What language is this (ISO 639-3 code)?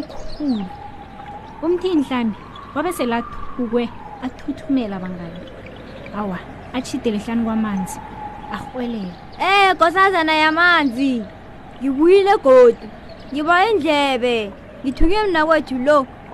nbl